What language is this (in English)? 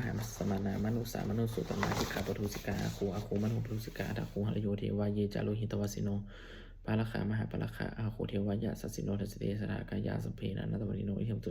Pali